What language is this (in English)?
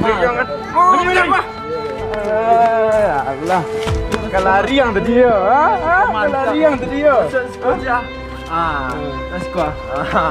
Minangkabau